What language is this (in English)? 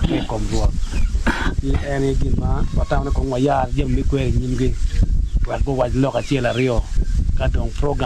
Acoli